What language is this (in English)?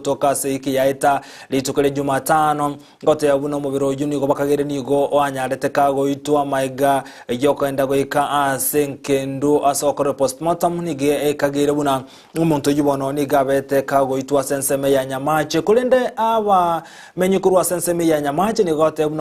Gusii